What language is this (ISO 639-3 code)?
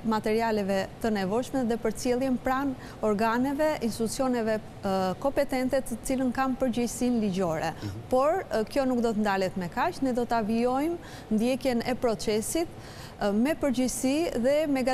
sqi